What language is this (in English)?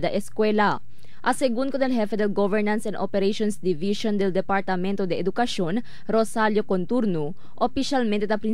Chavacano